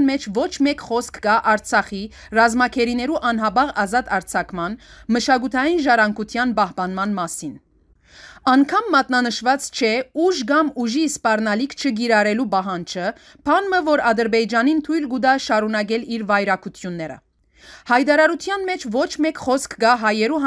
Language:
Western Armenian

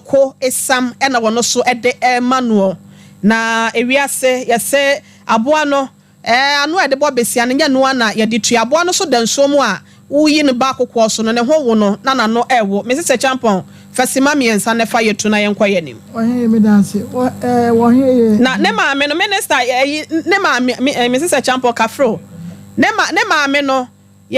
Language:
Akan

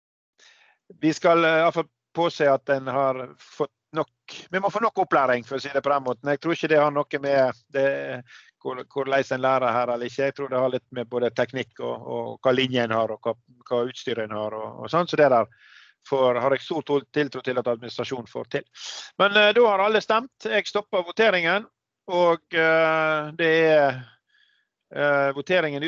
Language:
Norwegian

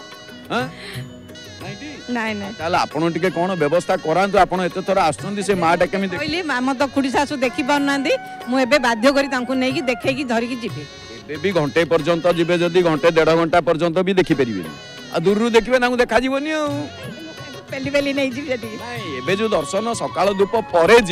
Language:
Odia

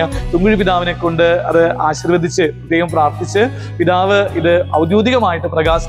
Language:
Malayalam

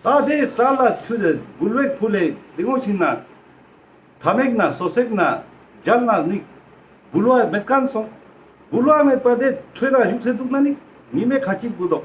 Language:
Ladakhi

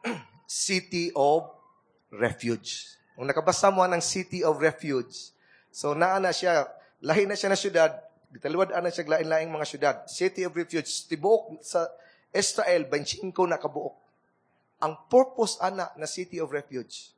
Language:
Cebuano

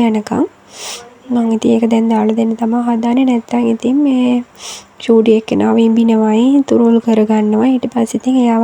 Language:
Sinhala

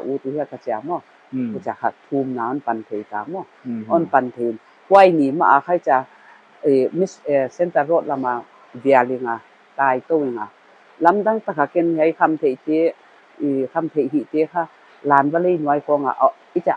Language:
Paite Chin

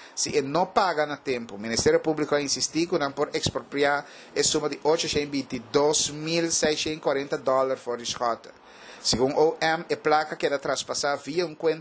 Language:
Papiamento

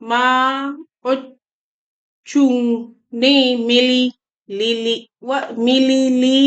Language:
Acoli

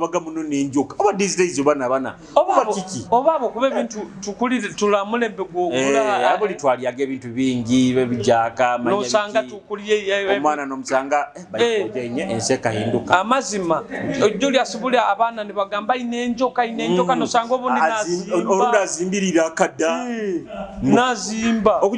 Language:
Nyoro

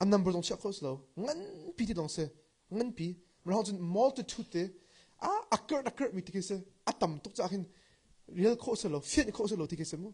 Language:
Hakha Chin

